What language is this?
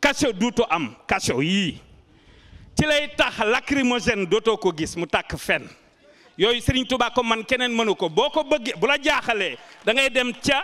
Wolof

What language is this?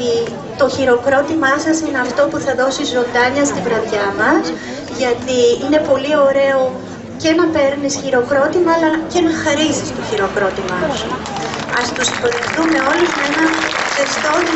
Greek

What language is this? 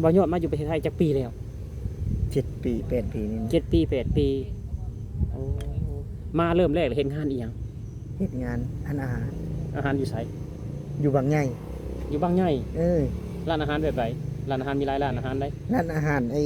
Lao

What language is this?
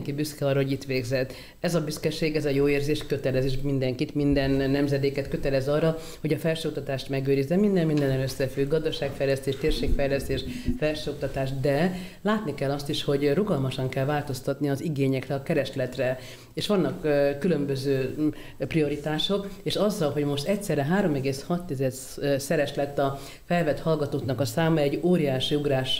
Hungarian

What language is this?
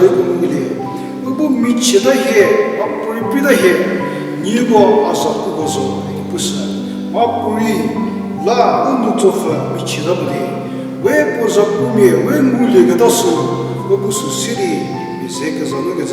Angami Naga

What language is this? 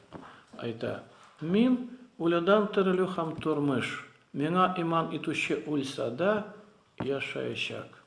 Tatar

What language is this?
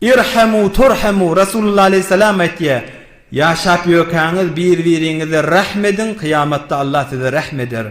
Turkmen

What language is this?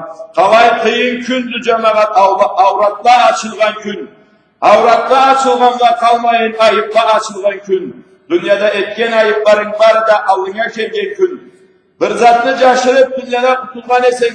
Karachay-Balkar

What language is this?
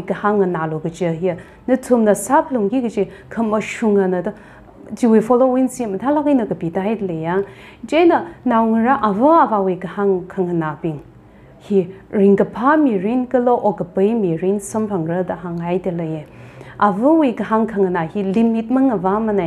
Tangkhul Naga (India)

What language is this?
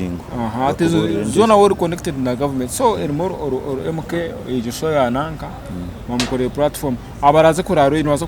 Nyankole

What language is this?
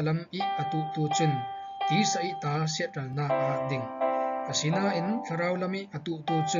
Falam Chin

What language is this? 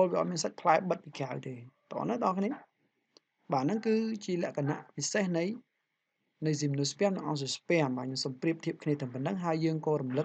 Khmer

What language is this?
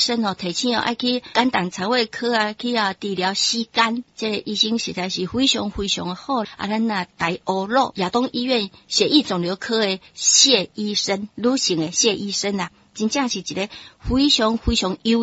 Min Nan Chinese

